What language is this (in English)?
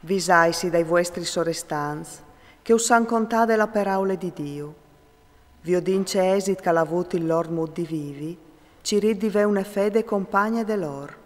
Friulian